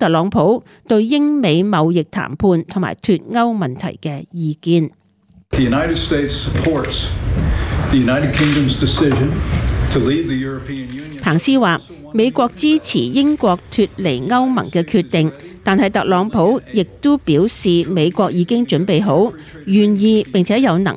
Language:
Cantonese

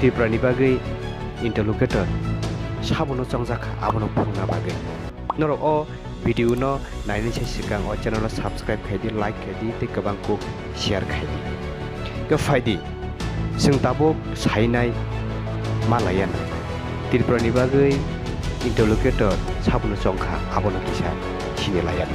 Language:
Kok Borok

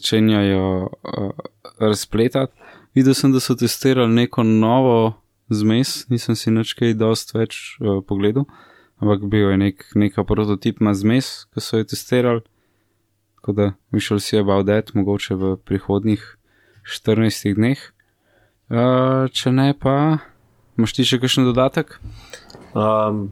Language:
Slovenian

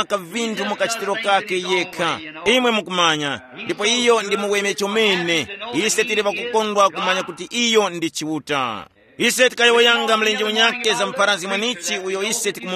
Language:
Tumbuka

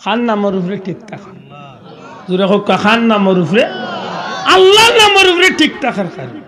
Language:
Sylheti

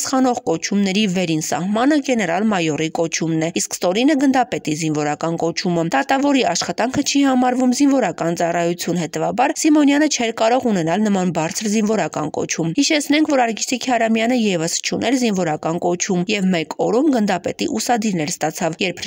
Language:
Armenian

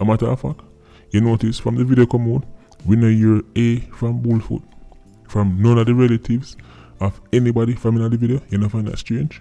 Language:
Jamaican Creole English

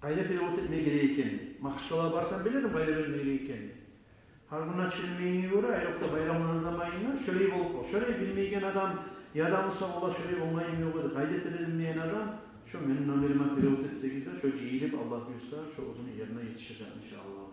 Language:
Kumyk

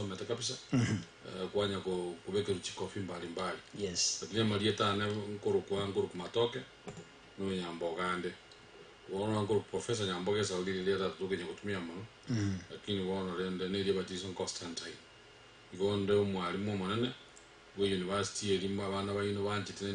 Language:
Gusii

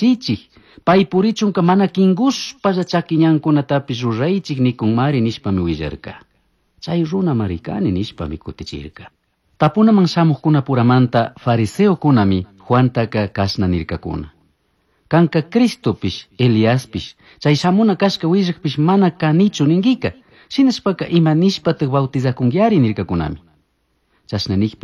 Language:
Chimborazo Highland Quichua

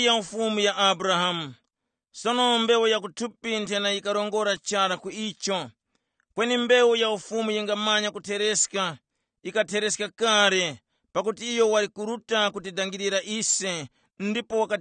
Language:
Tumbuka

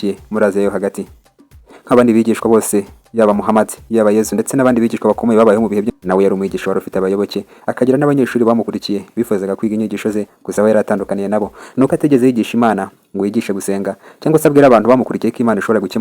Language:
Kinyarwanda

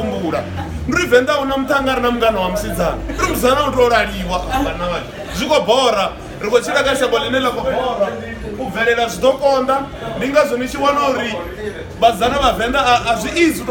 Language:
Venda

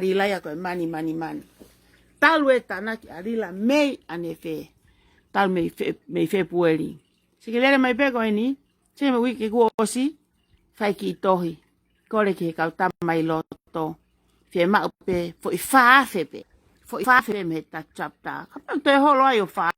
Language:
Tongan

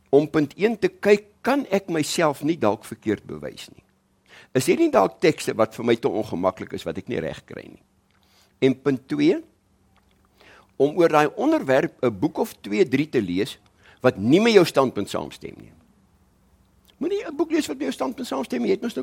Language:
Afrikaans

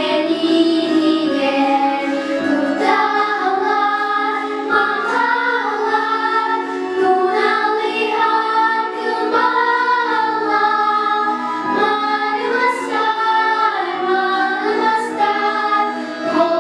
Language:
Yakut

